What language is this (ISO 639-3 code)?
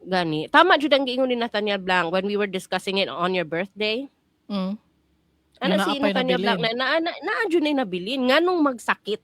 ceb